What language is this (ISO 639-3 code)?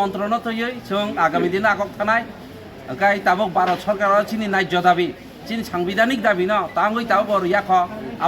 trp